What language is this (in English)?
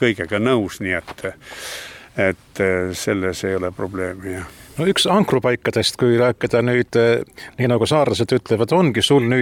Estonian